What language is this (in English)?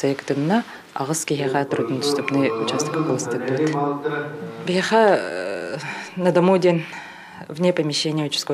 Yakut